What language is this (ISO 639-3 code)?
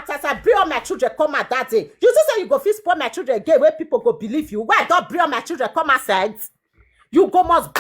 pcm